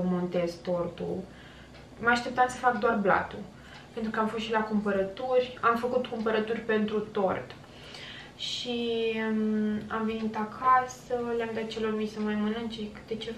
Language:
Romanian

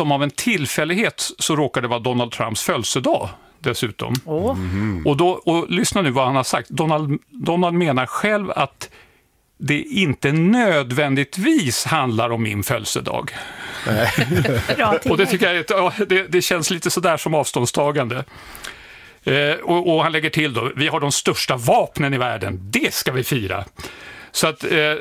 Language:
Swedish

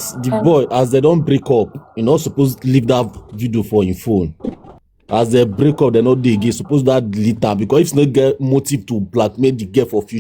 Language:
Nigerian Pidgin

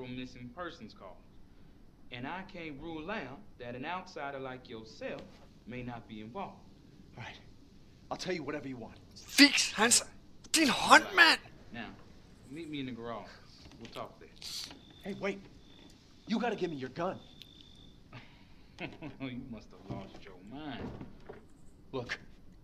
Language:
Danish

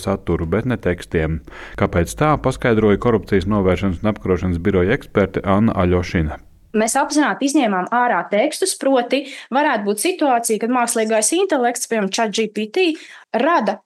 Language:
Latvian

